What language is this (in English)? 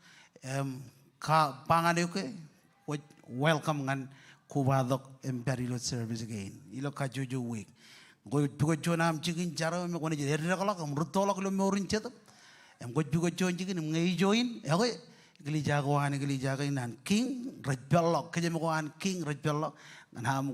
Marshallese